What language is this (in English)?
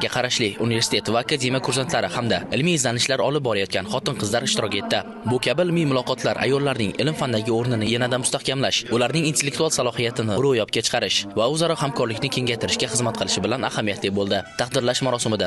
Uzbek